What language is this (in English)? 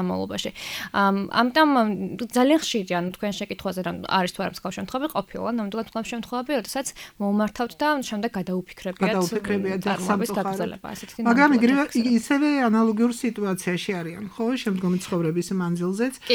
Georgian